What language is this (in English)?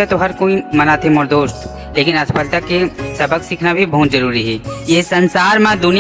Chhattisgarhi